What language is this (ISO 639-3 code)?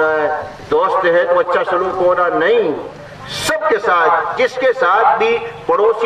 urd